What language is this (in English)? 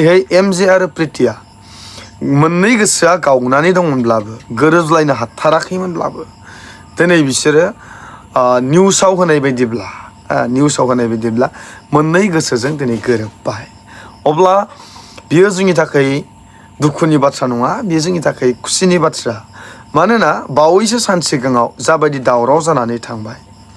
Bodo